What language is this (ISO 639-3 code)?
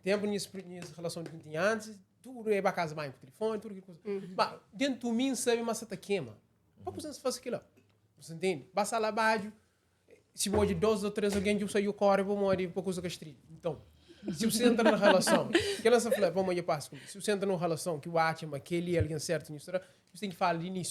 kea